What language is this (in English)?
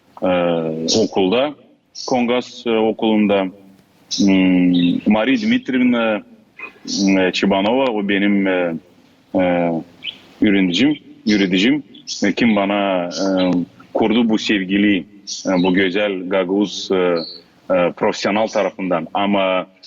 Gagauz